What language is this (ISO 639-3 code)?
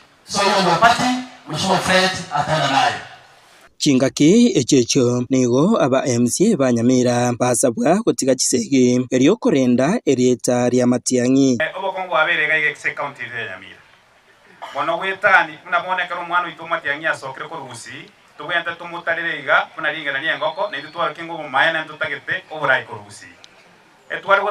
guz